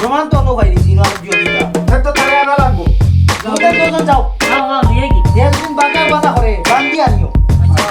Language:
Sylheti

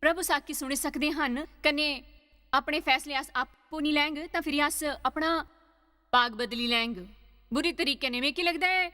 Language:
Dogri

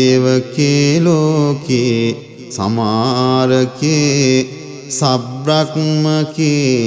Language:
Pali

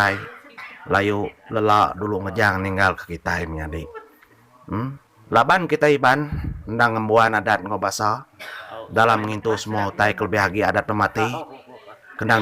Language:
Iban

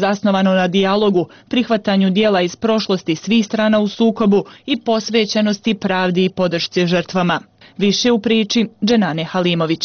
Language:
Bosnian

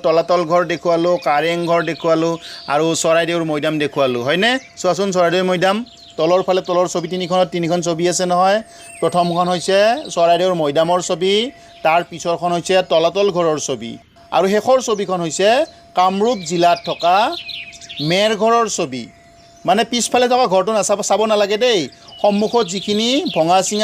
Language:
Assamese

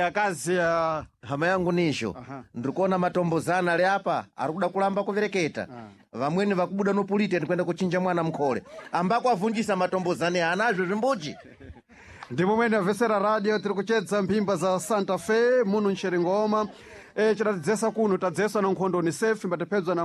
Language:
Sena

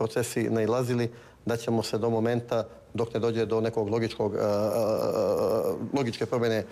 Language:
Croatian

